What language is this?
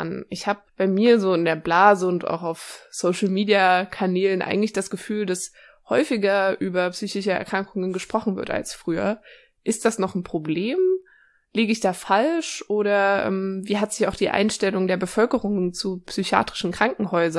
German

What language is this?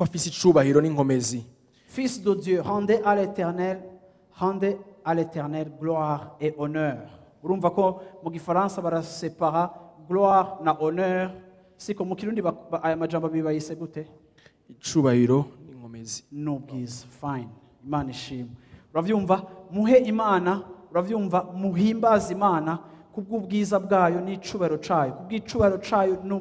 Rundi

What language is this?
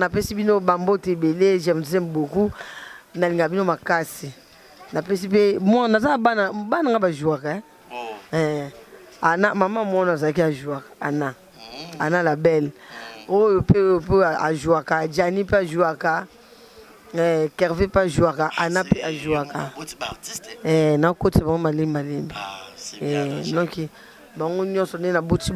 Lingala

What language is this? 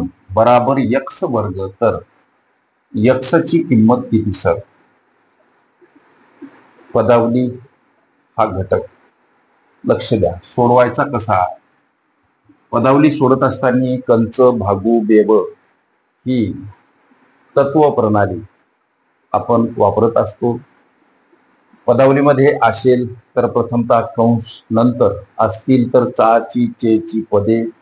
Marathi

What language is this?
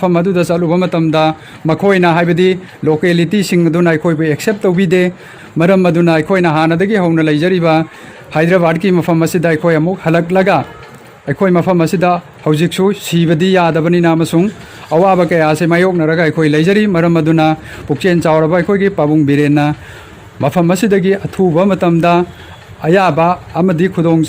Manipuri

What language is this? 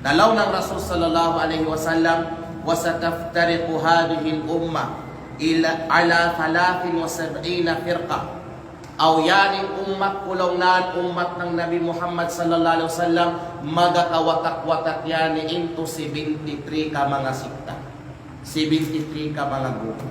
Kalagan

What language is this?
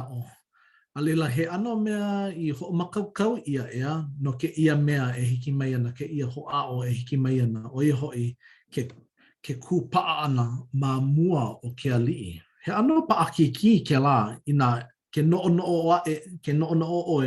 Hawaiian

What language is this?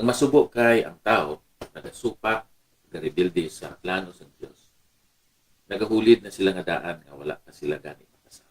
Hiligaynon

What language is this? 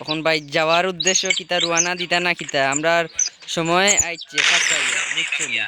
Sylheti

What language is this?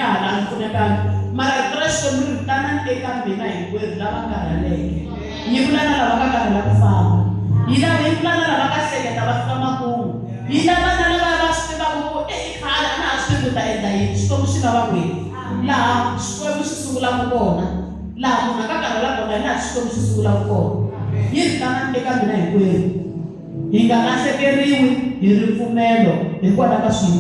Tsonga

